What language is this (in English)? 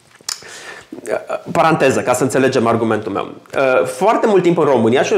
Romanian